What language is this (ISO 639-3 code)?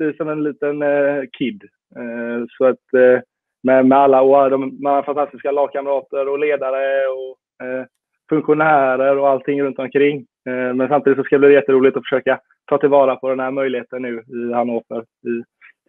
swe